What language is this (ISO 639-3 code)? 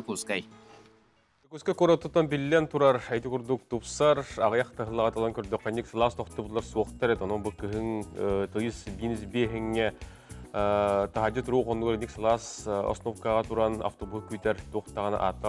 sah